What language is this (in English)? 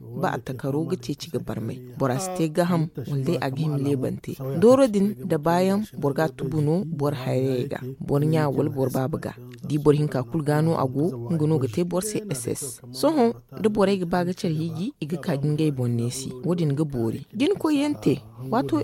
Zarma